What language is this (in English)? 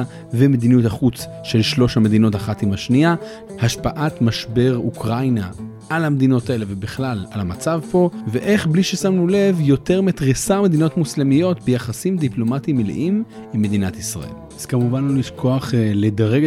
Hebrew